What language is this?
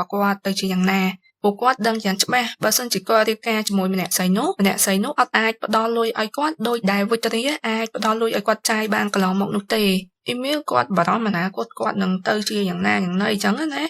Khmer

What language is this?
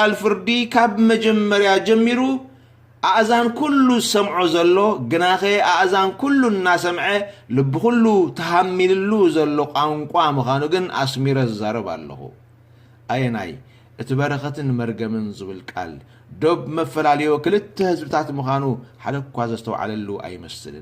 Tigrinya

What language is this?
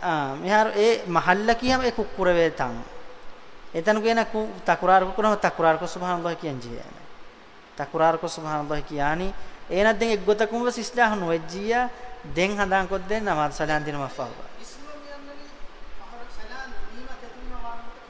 Divehi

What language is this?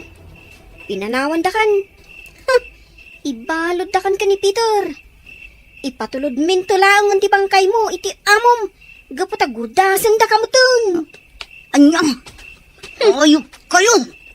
Iloko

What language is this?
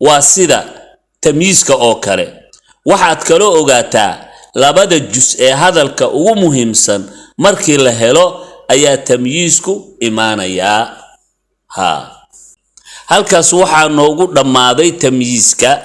Somali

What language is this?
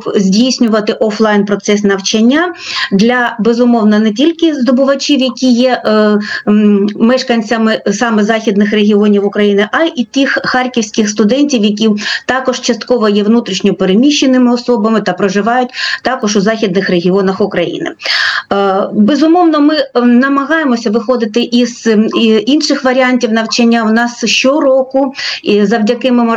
Ukrainian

